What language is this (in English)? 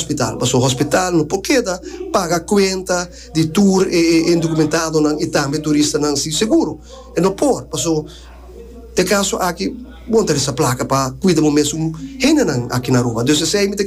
Papiamento